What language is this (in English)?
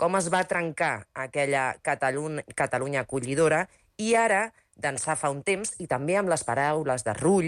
Catalan